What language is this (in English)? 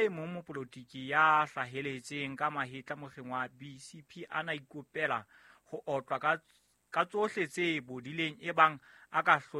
Southern Sotho